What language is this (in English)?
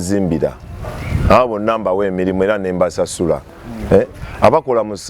Ganda